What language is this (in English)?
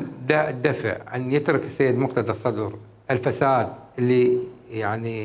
Mesopotamian Arabic